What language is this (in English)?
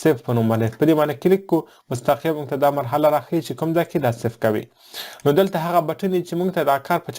Pashto